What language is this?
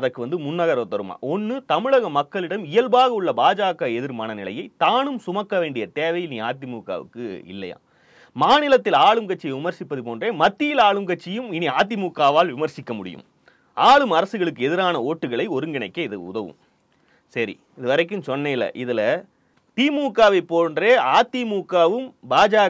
Tamil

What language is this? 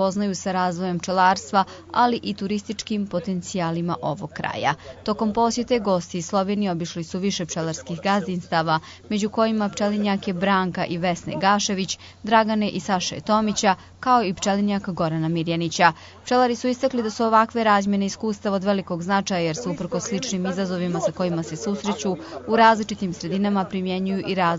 Serbian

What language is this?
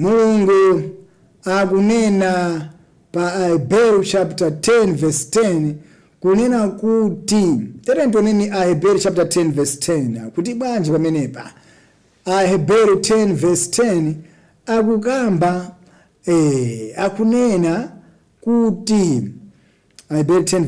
Nyanja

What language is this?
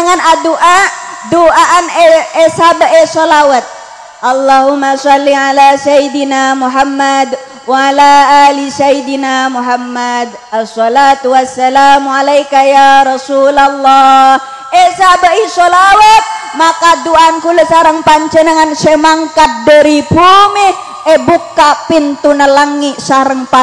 Madurese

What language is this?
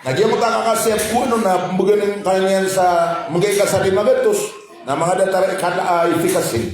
Maranao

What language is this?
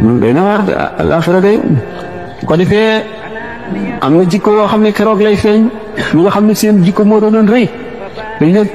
Wolof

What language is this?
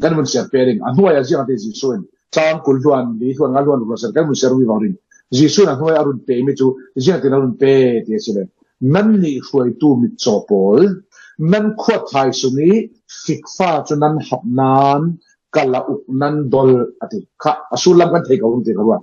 Falam Chin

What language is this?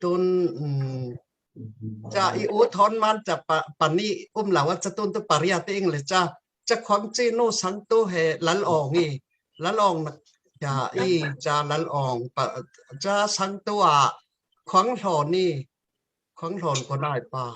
Falam Chin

